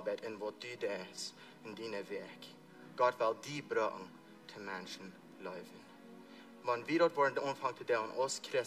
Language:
Plautdietsch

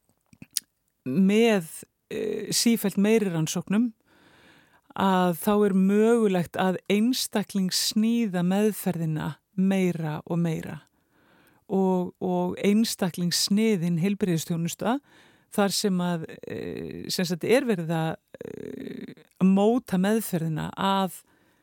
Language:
Icelandic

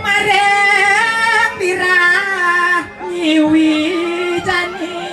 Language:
Balinese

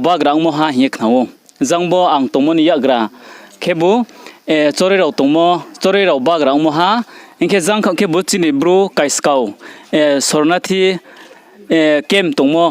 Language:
Riang (India)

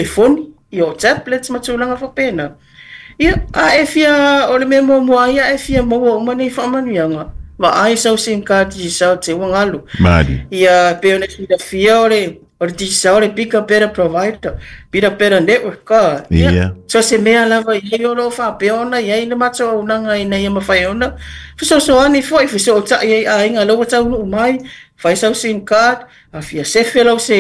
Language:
Samoan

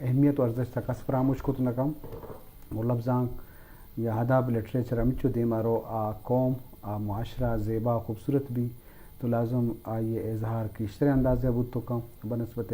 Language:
Eastern Balochi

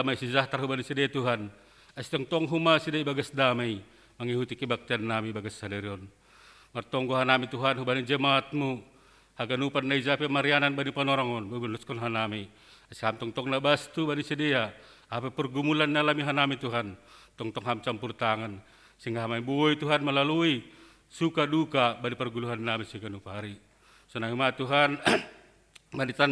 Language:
Batak Simalungun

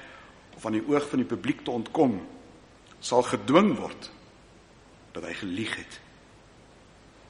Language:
Afrikaans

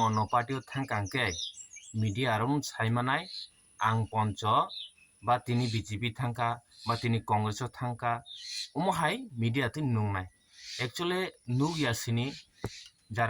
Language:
Kok Borok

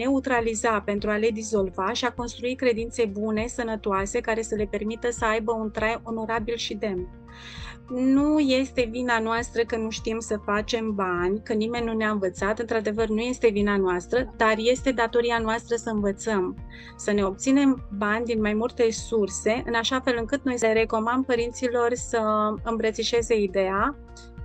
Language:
Romanian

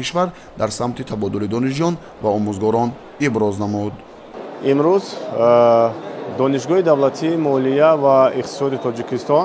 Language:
Tajik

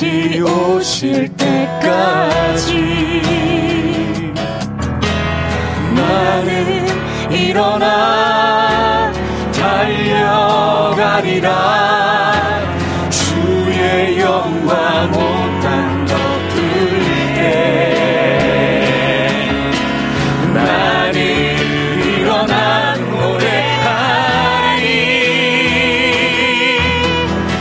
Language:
Korean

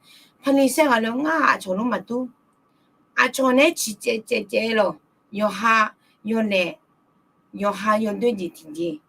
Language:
Akha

